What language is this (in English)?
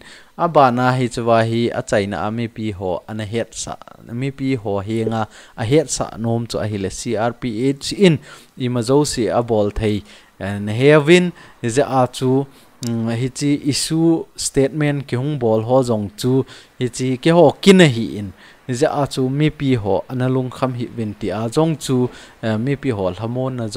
Thado Chin